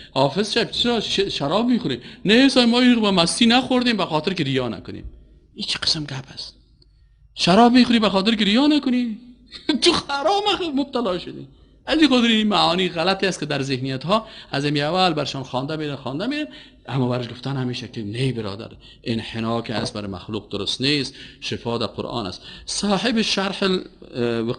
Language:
Persian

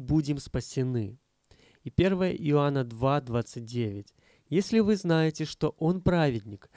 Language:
Russian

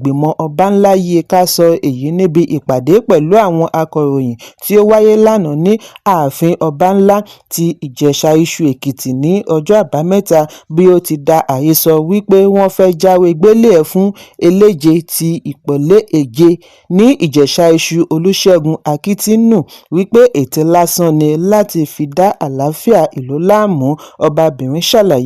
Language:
Yoruba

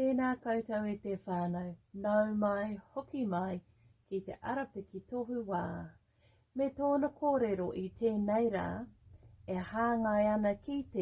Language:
Māori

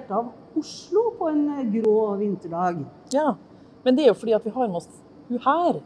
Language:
Norwegian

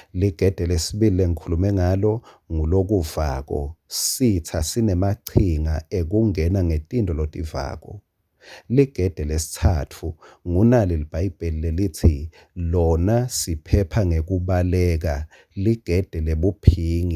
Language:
Swati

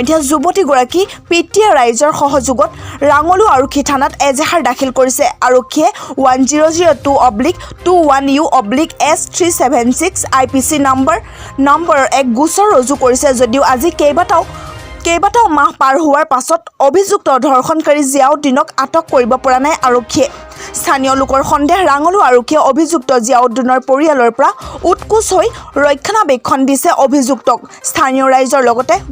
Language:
Assamese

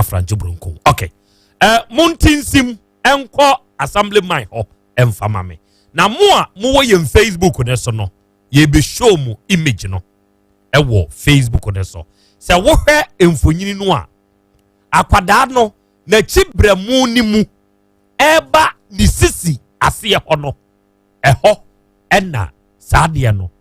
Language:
Akan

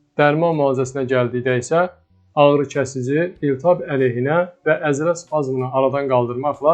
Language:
Azerbaijani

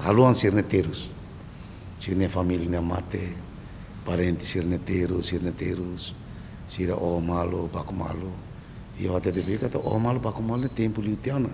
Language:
Tetum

